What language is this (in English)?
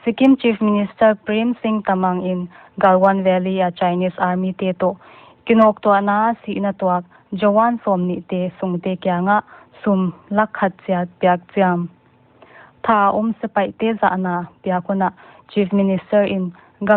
Paite Chin